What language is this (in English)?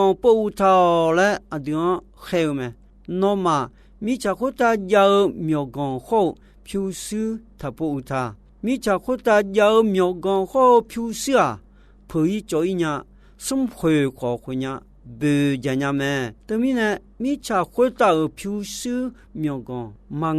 Akha